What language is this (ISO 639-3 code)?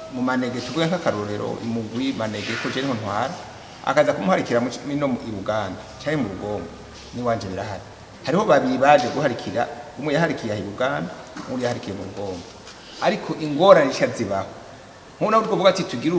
run